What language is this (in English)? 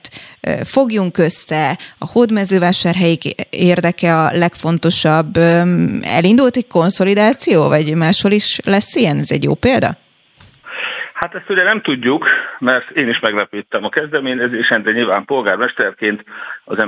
Hungarian